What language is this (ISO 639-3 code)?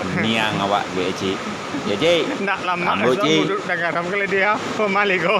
min